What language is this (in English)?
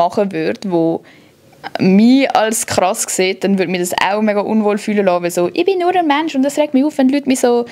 Swiss German